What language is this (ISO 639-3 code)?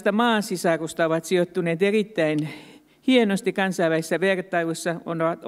fin